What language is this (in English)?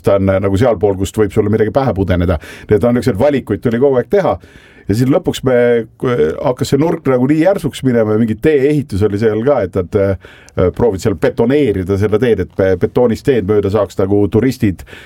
Estonian